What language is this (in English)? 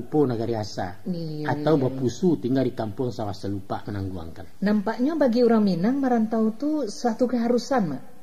Minangkabau